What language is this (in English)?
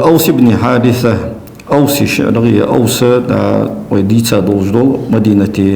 Ingush